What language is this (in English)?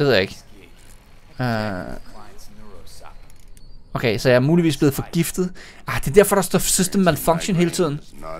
Danish